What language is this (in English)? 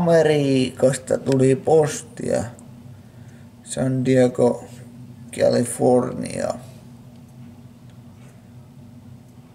Finnish